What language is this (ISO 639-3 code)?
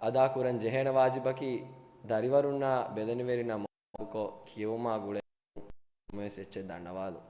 div